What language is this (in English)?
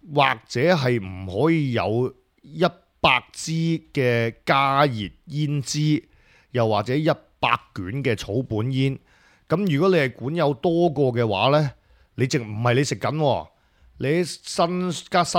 Cantonese